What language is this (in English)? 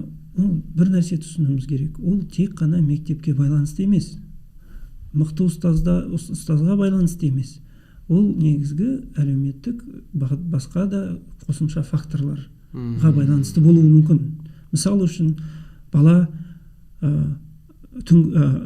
Kazakh